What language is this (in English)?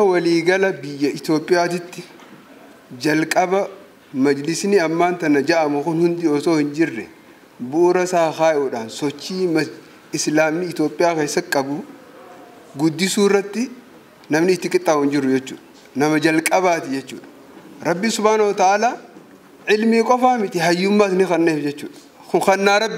Oromo